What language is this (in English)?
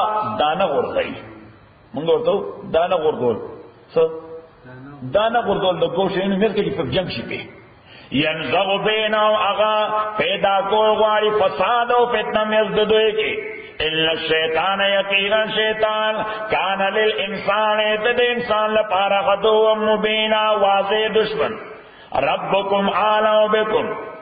Pashto